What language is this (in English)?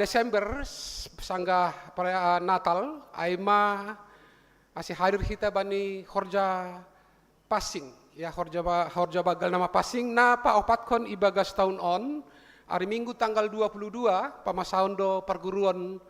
Batak Simalungun